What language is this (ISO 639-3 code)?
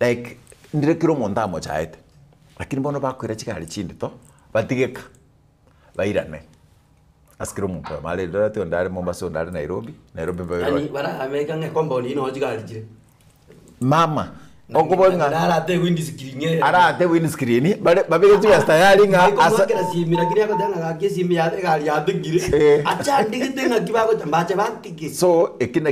guz